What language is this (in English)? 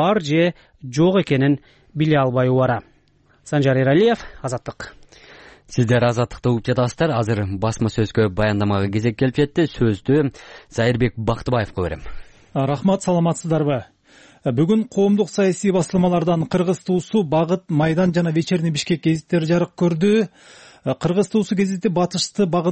Kyrgyz